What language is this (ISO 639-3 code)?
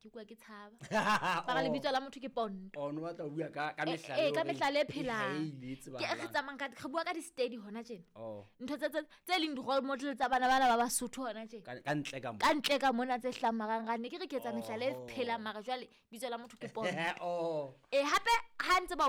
sot